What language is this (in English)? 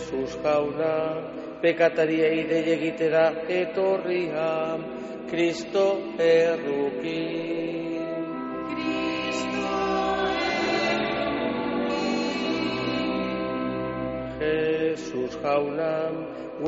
Basque